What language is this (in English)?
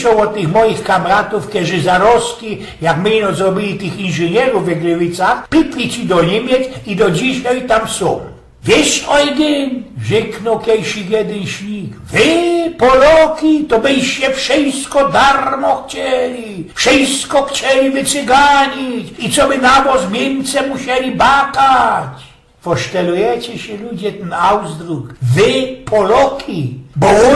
Silesian